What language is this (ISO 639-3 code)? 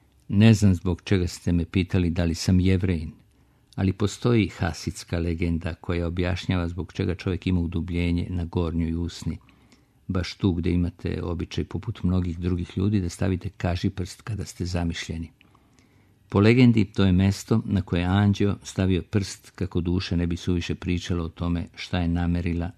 srp